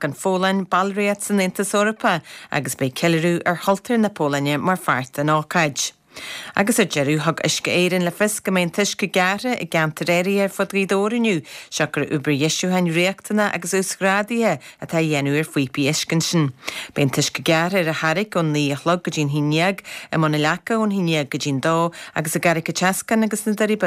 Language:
Irish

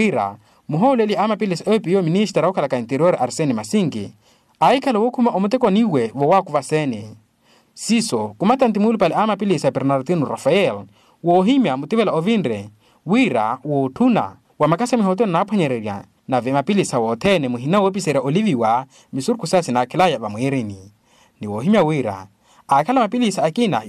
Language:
Makhuwa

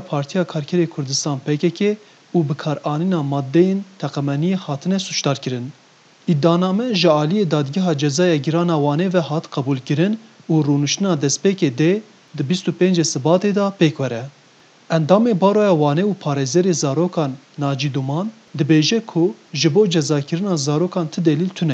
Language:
Kurdish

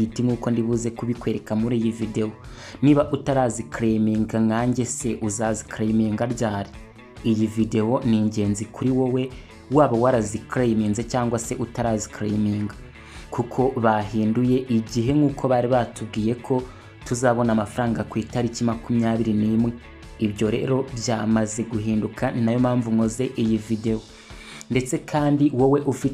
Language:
Kinyarwanda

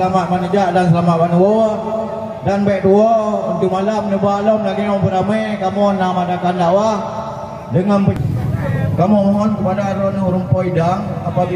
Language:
Achinese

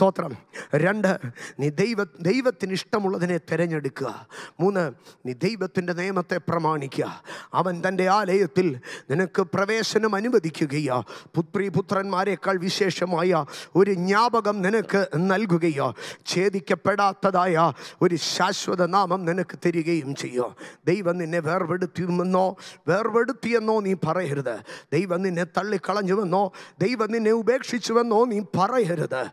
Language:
Malayalam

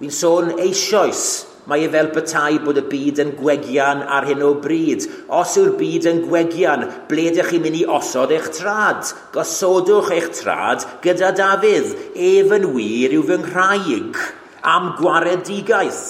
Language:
Welsh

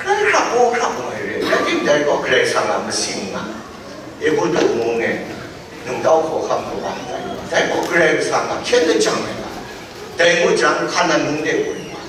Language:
Kachin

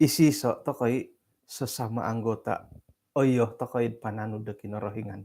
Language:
Central Dusun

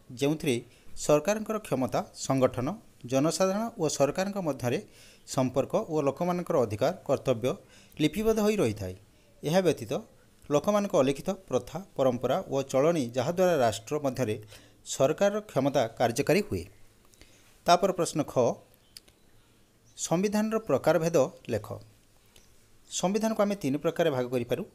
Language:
Odia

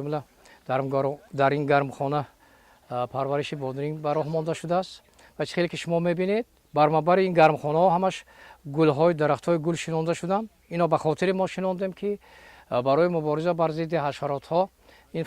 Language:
Tajik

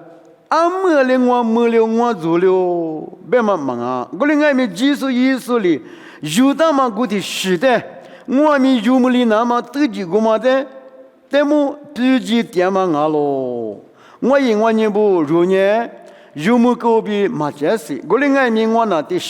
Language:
Lisu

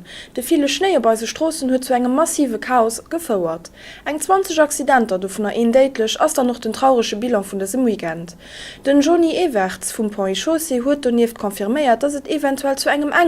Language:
Luxembourgish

